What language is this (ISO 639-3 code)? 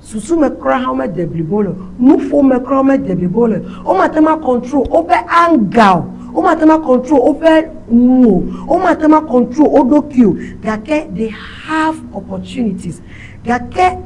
ewe